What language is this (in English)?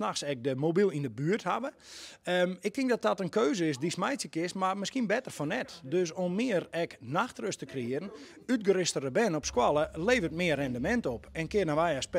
Western Frisian